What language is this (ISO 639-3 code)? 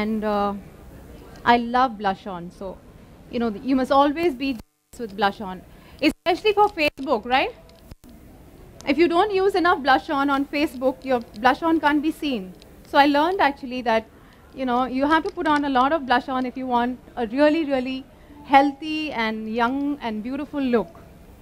eng